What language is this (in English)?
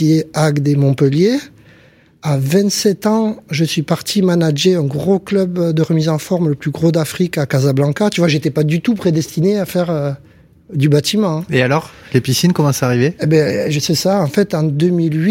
French